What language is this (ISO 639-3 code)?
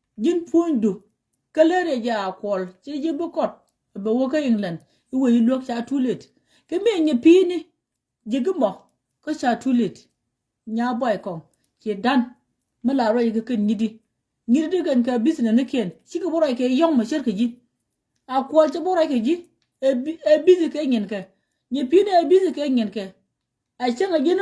nus